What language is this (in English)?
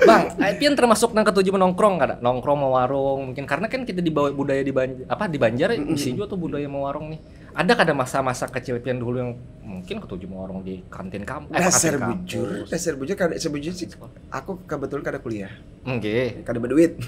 Banjar